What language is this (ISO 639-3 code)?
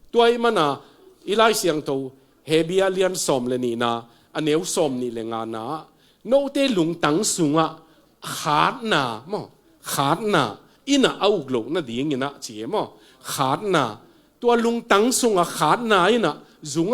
ctd